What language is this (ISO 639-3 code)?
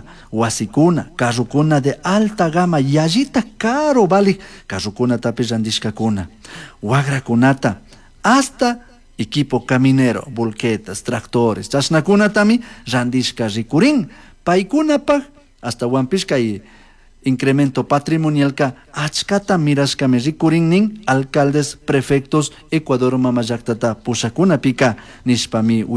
qug